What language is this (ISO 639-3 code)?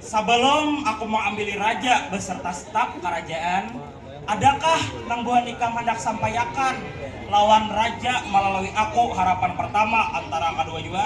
bjn